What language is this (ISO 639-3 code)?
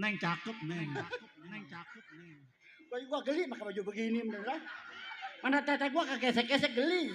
bew